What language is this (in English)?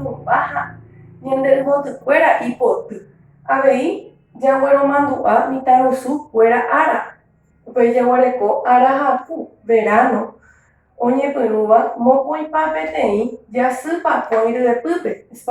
Guarani